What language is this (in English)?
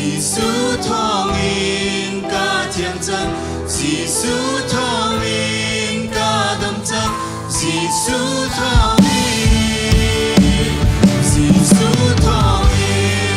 Hakha Chin